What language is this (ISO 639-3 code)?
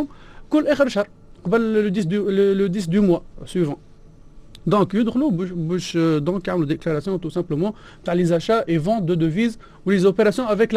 aeb